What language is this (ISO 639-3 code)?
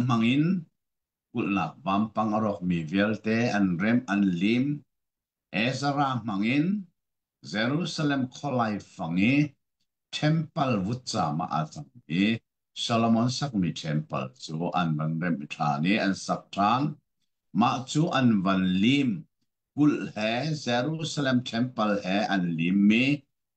cnh